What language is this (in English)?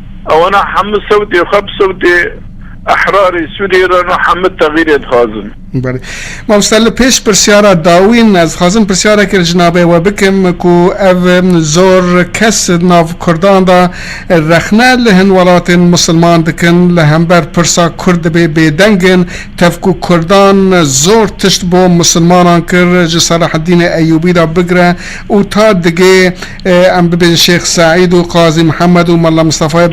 Kurdish